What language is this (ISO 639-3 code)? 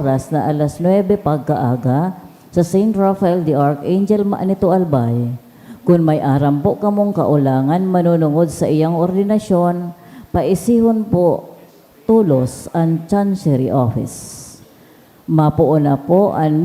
bik